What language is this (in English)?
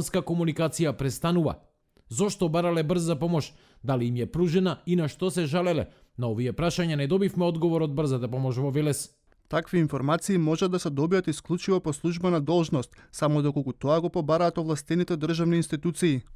Macedonian